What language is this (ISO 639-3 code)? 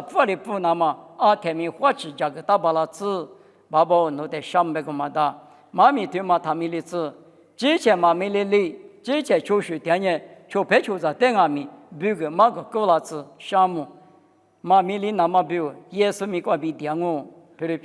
lis